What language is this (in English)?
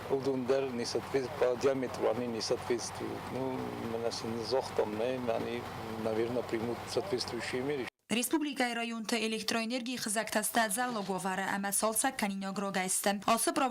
Ossetic